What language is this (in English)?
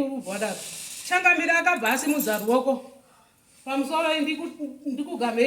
Shona